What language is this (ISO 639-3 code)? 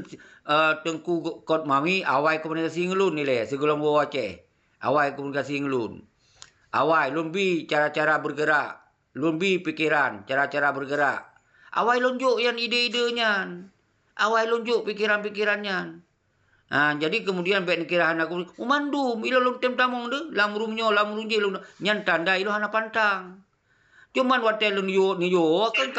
ace